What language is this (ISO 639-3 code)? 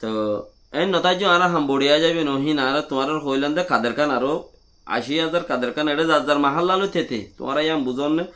rhg